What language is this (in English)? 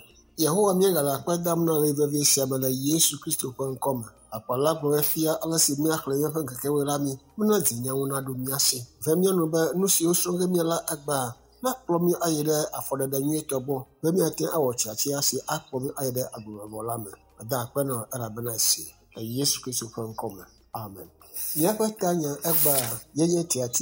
Ewe